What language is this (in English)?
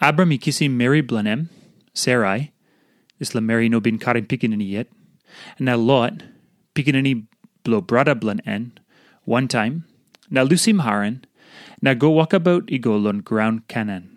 Tok Pisin